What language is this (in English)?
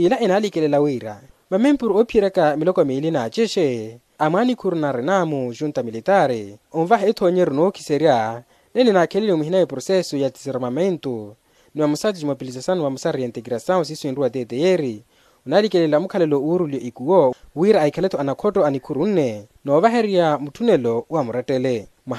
Makhuwa